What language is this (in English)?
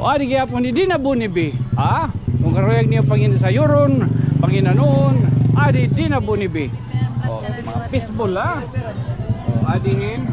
Waray